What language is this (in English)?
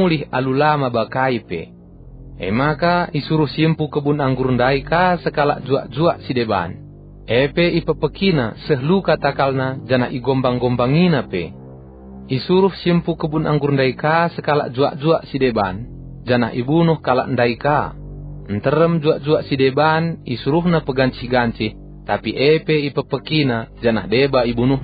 Batak Karo